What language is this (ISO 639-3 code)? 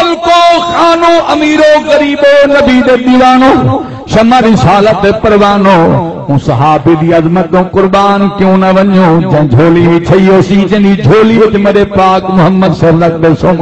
skr